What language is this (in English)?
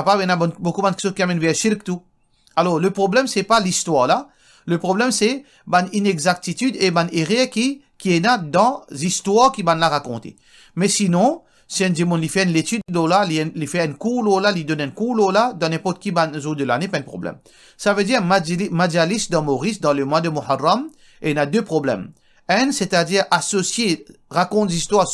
Morisyen